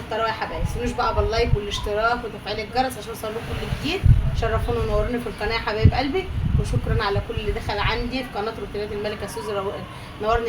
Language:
Egyptian Arabic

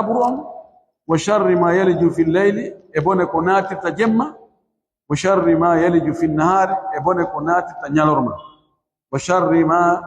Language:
Pular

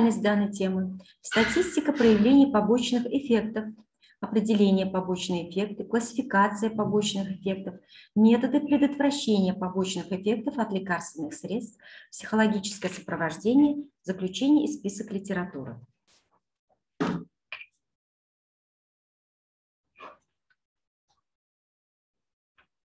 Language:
Russian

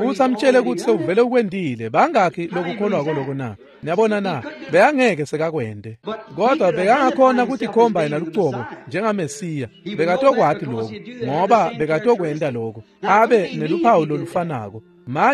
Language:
Swati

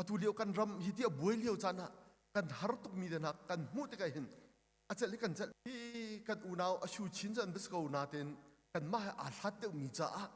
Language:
Hakha Chin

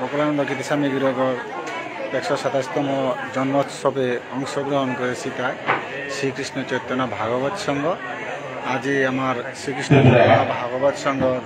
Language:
Bishnupriya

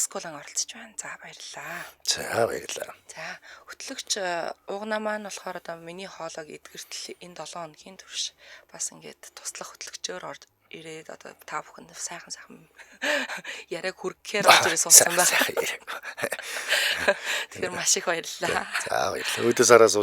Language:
Mongolian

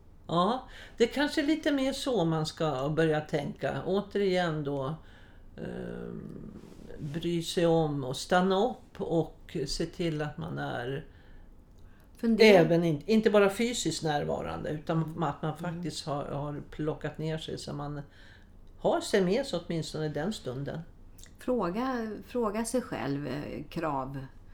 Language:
Swedish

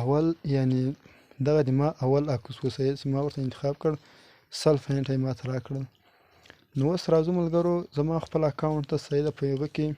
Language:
Pashto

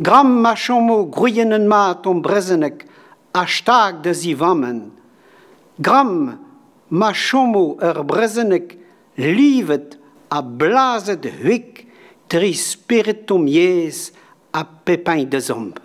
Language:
Breton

